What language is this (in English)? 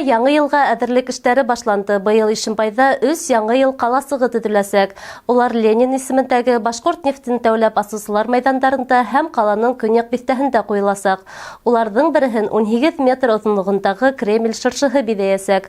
Bashkir